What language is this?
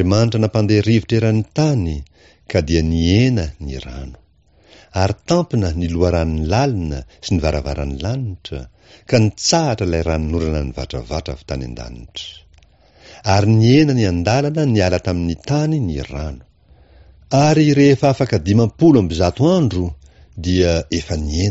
Malagasy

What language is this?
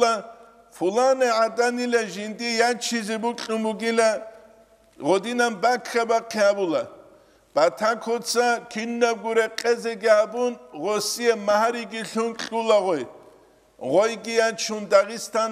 Avaric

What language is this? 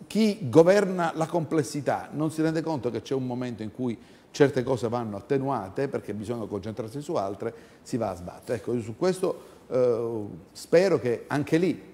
Italian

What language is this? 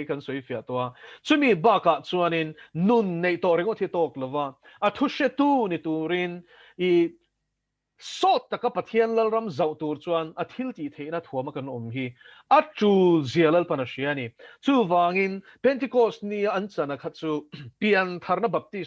Mizo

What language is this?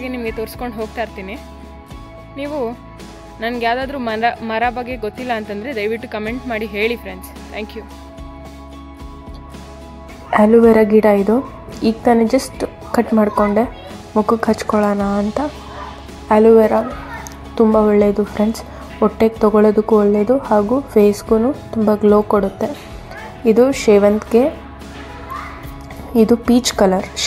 Kannada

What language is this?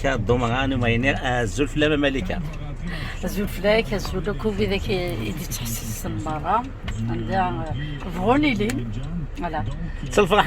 Kabyle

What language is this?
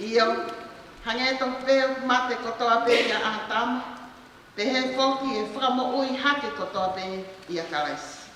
Tongan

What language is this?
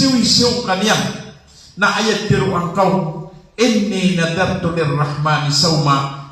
Maranao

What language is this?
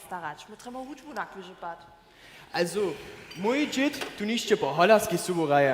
Upper Sorbian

